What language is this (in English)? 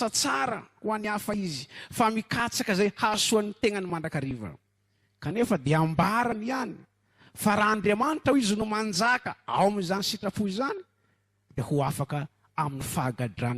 Malagasy